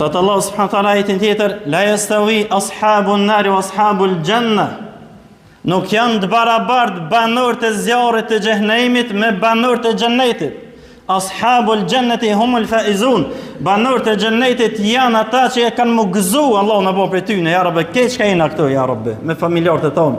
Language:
Albanian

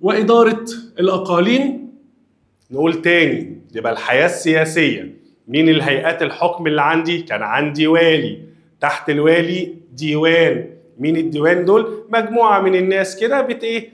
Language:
Egyptian Arabic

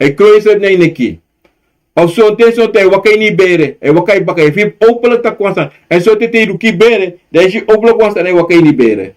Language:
Sranan Tongo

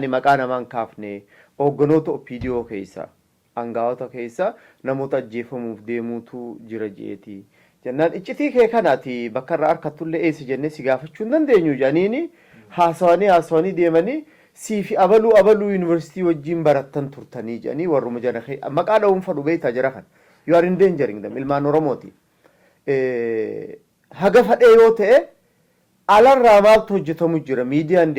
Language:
Oromo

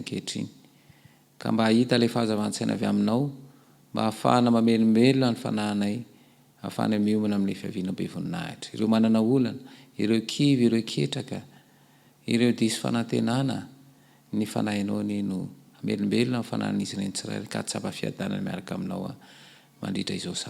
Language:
Malagasy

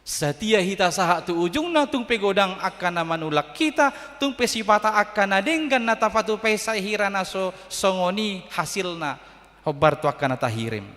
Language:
Batak Toba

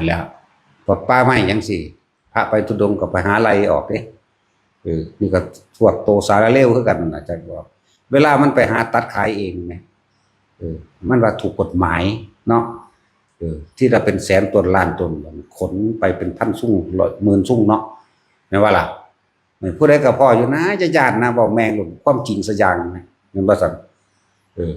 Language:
Northeastern Thai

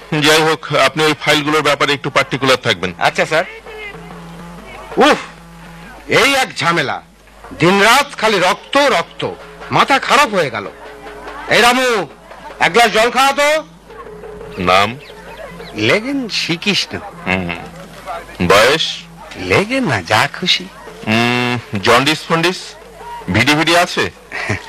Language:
Bangla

